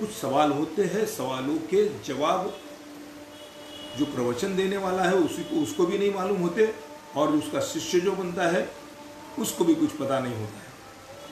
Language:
Hindi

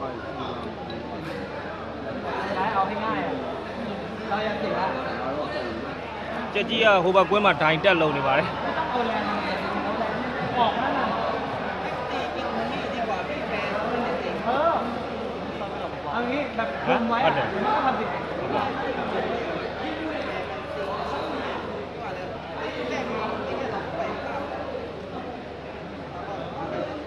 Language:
Burmese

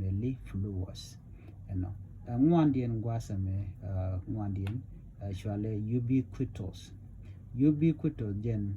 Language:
Nuer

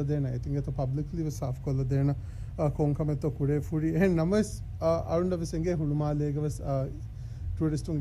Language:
Divehi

